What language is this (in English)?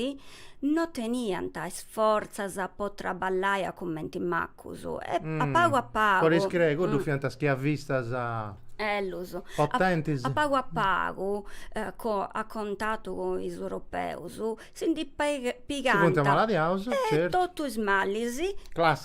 Sardinian